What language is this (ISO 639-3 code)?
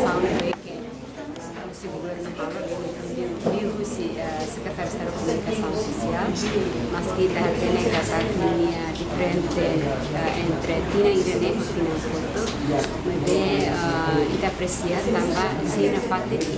tet